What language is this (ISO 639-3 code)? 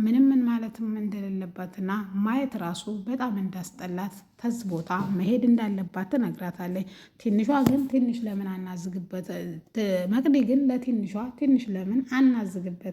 amh